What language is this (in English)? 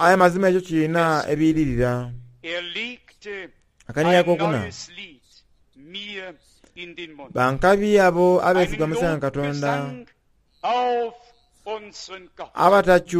Soga